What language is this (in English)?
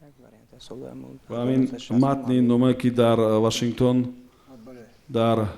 Tajik